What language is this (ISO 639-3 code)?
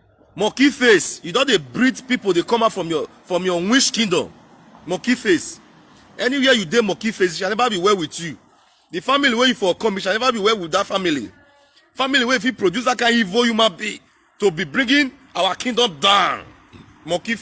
pcm